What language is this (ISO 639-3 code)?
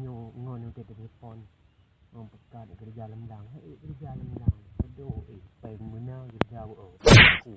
ace